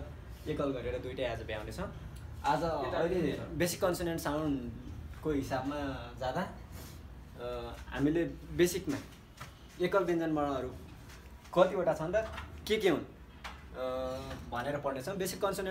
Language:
Nepali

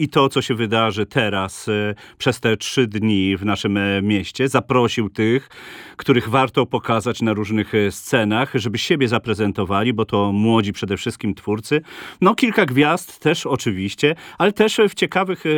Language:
Polish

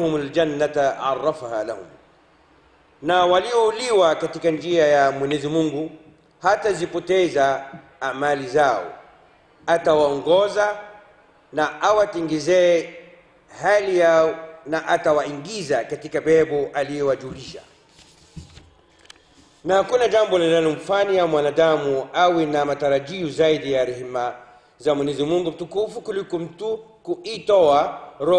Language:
Swahili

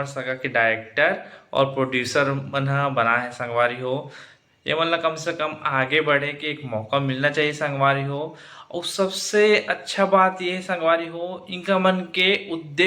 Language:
Chhattisgarhi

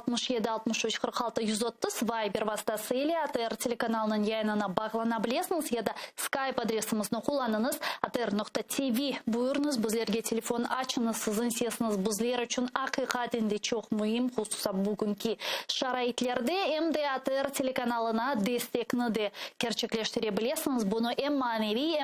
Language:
Crimean Tatar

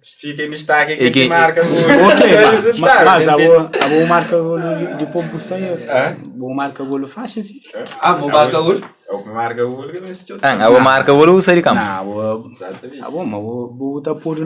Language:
Kabuverdianu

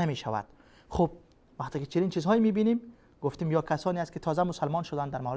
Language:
Persian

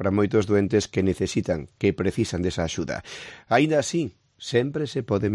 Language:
Galician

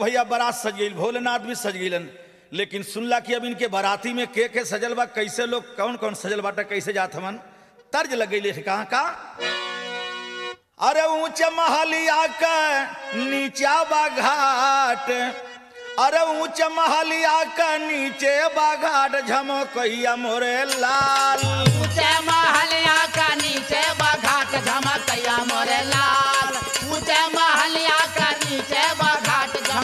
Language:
Bhojpuri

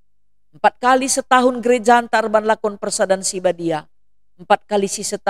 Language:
Batak Karo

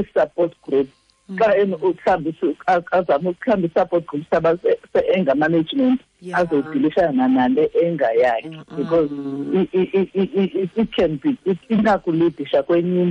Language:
Xhosa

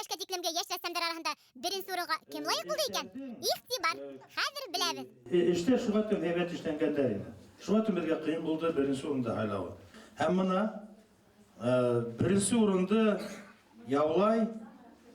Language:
Bashkir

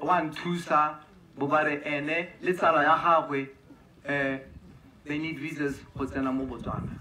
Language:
Tswana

